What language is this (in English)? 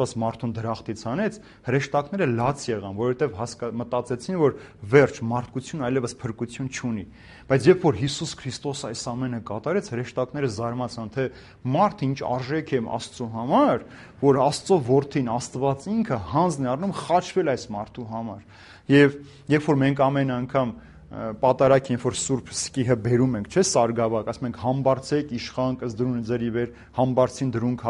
Armenian